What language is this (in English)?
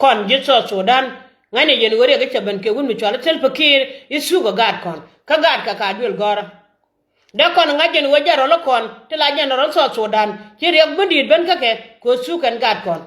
Nuer